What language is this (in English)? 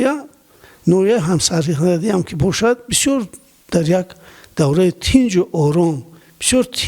Tajik